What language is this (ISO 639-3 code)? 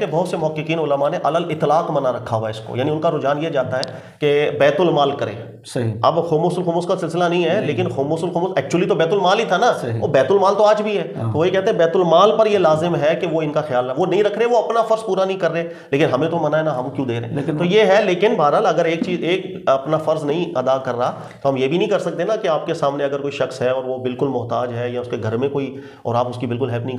urd